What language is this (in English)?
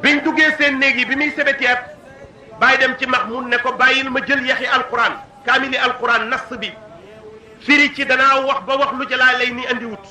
Wolof